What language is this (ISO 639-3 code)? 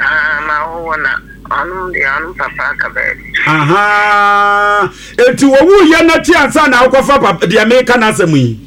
aka